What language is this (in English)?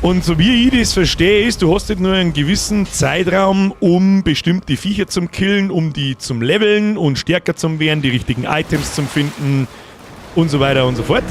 Bavarian